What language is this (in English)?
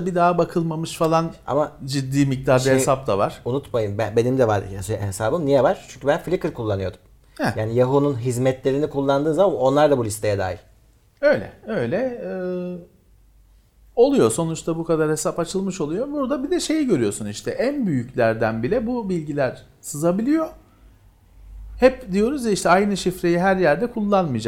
Turkish